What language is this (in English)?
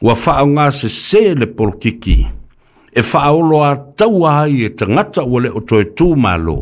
Samoan